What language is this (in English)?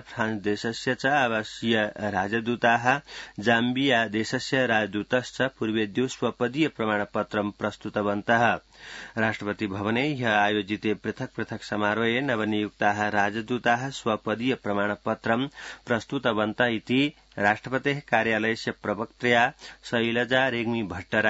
Sanskrit